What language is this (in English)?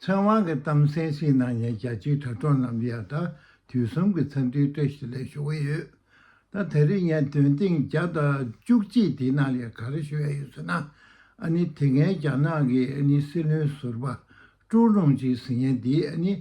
Tibetan